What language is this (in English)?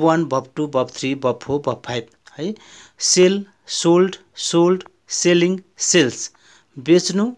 Nepali